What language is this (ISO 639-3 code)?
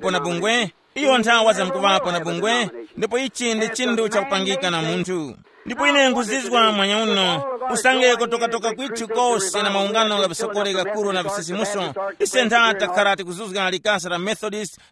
tum